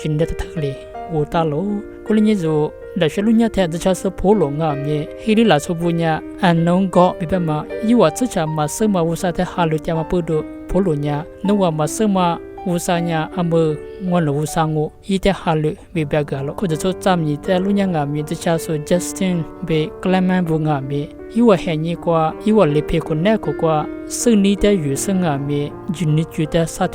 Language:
Lisu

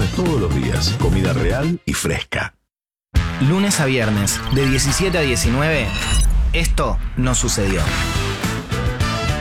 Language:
Spanish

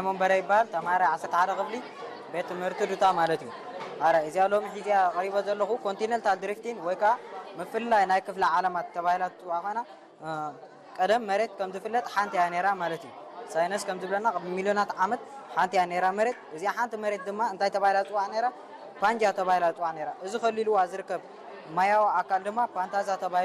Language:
Tigrinya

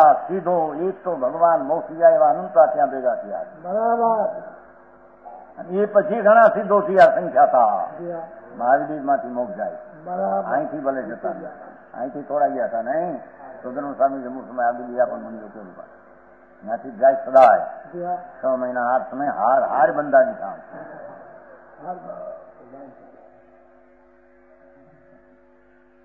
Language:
Gujarati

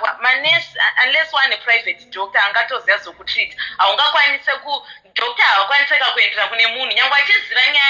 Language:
Shona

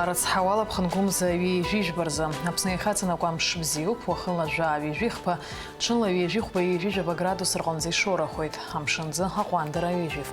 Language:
Abkhazian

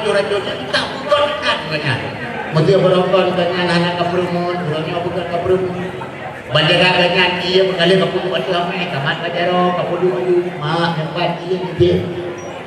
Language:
Achinese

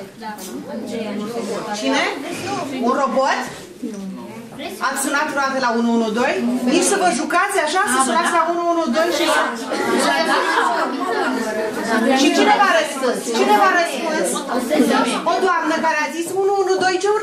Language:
Romanian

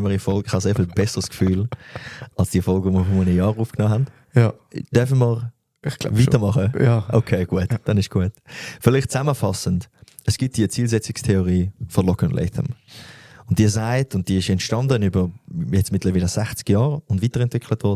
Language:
Swiss German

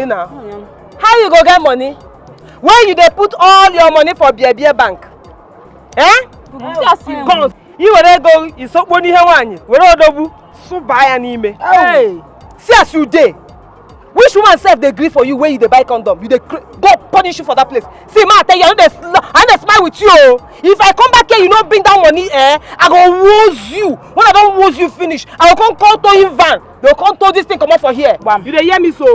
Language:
Nigerian Pidgin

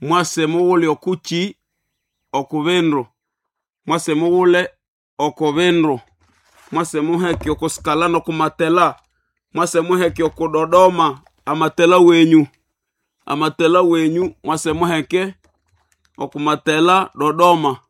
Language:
Nande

